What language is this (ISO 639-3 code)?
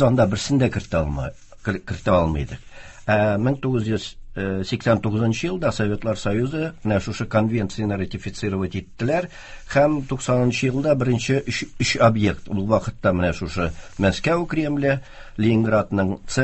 tat